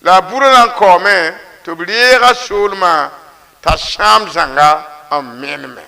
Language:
Mossi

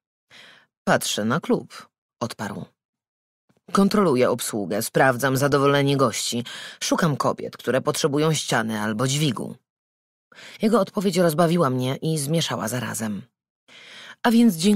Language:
Polish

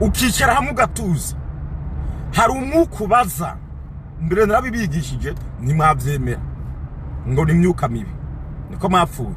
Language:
Rundi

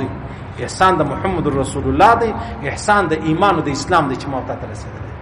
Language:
Pashto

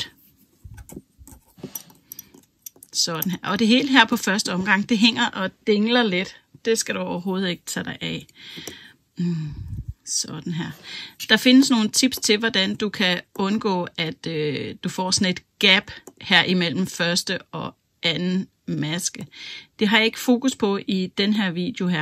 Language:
Danish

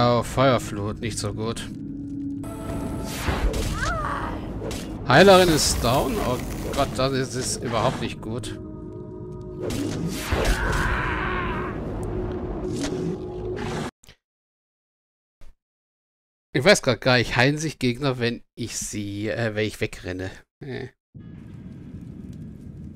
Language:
German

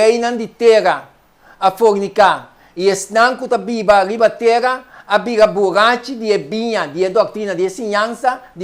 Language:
Papiamento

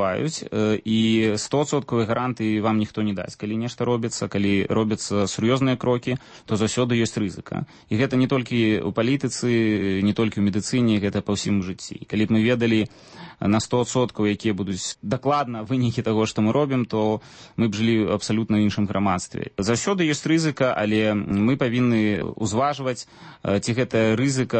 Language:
Belarusian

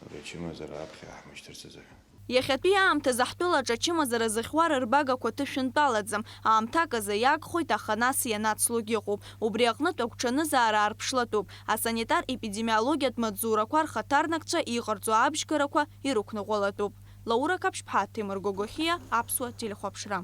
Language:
Abkhazian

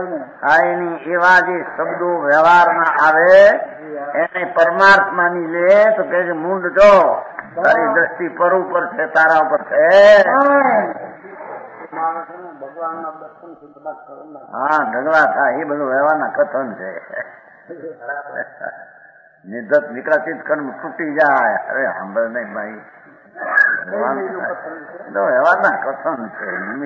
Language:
Gujarati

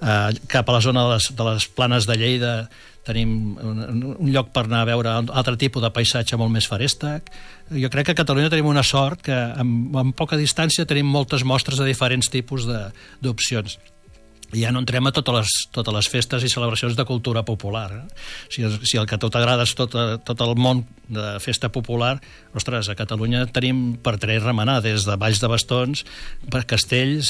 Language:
Catalan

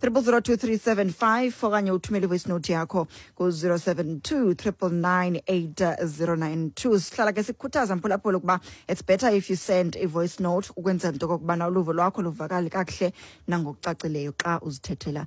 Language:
Xhosa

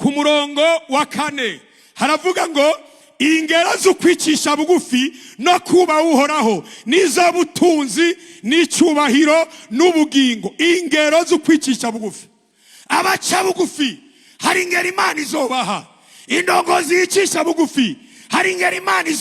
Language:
Rundi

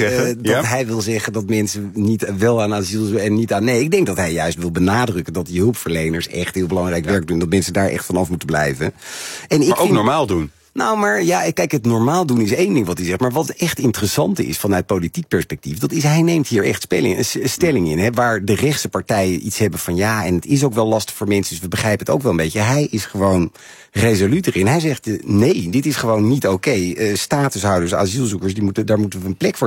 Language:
Dutch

